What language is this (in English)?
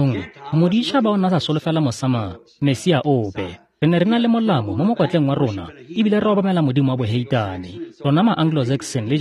Tswana